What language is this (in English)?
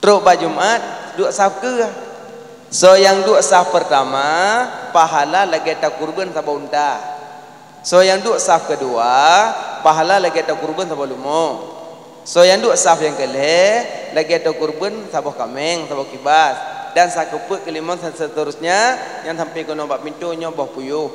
Achinese